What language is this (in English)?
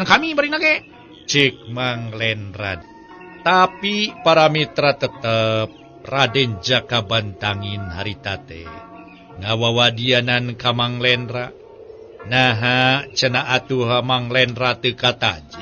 Sundanese